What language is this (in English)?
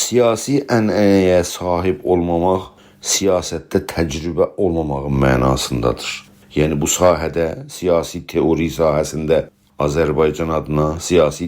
South Azerbaijani